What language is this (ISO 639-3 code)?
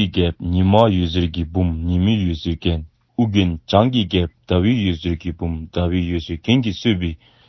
dzo